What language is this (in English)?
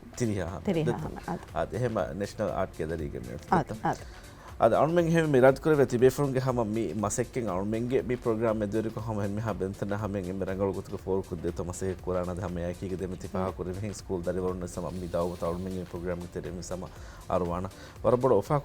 Divehi